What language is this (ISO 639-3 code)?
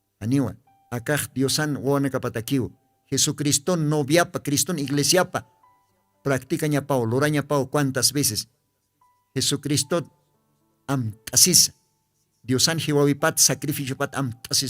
aym